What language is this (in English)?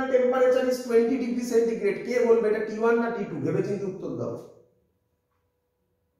Bangla